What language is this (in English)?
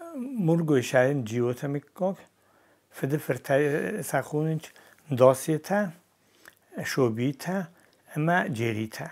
Ossetic